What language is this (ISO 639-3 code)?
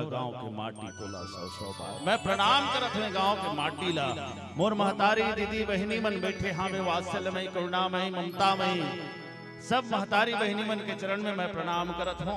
hne